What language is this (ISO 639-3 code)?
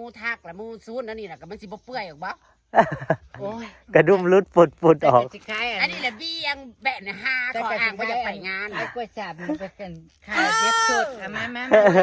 tts